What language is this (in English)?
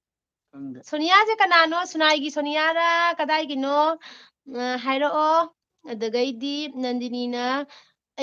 Manipuri